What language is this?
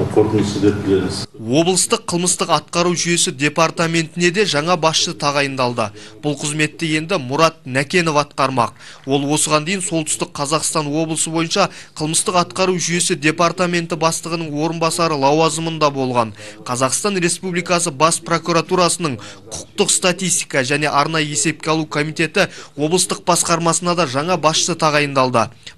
Kazakh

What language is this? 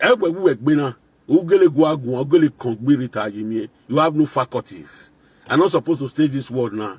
Nigerian Pidgin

